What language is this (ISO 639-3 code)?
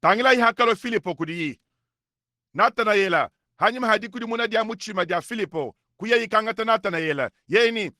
lua